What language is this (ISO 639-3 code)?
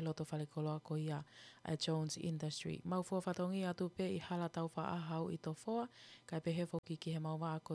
ton